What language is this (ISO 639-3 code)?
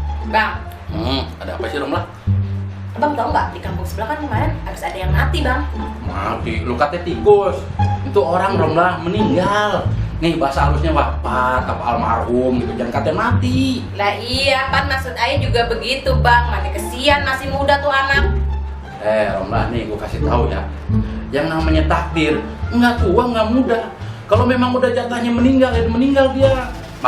bew